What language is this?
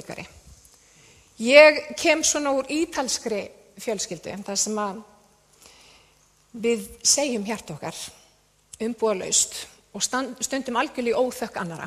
Icelandic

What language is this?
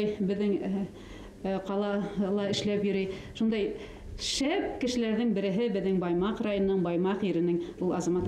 Bashkir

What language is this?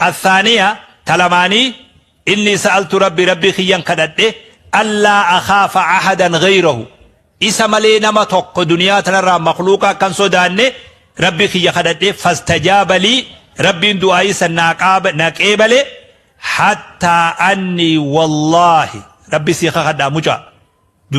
Oromo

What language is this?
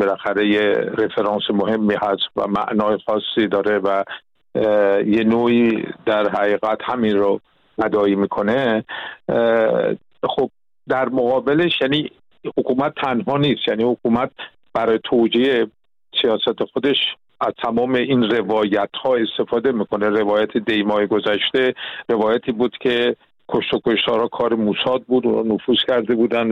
Persian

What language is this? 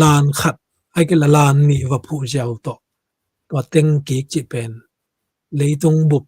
Tedim Chin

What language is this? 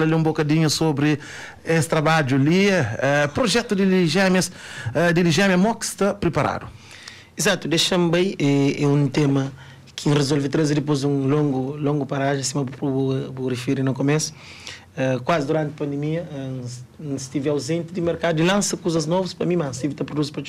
Kabuverdianu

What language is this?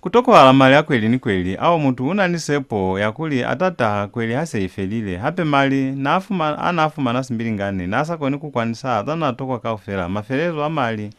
Lozi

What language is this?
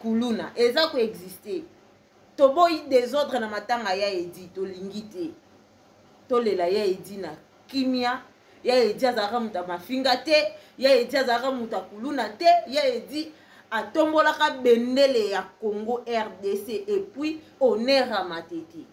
Lingala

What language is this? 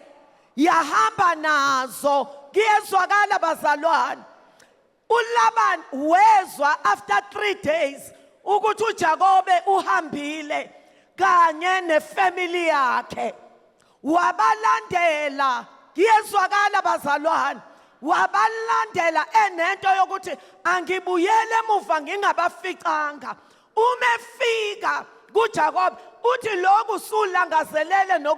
Zulu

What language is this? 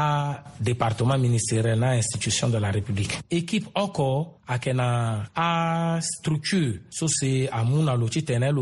Sango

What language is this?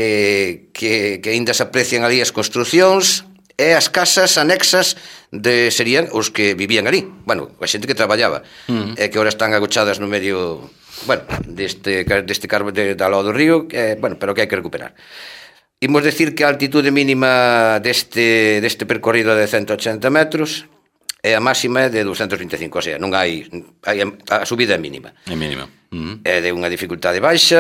Galician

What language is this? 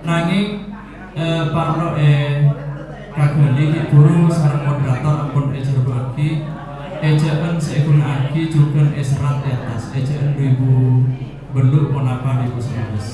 Madurese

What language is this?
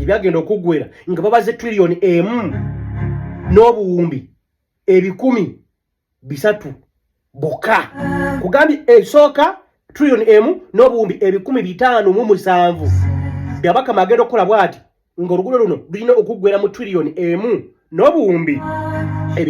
Ganda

